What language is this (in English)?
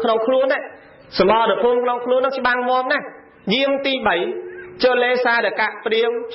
Khmer